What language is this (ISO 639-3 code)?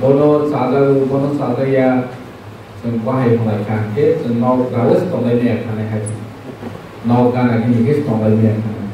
trp